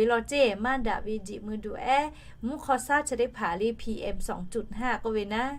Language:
Lahu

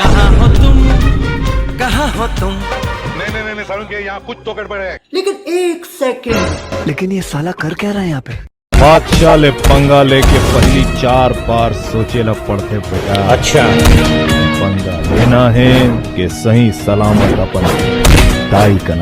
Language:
Chhattisgarhi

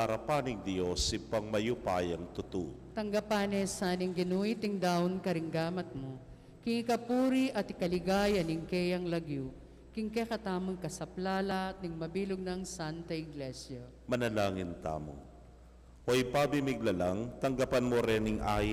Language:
Pampanga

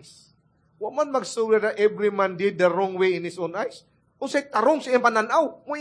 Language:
Cebuano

